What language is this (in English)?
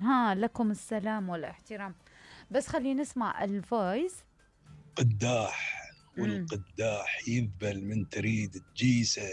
Mesopotamian Arabic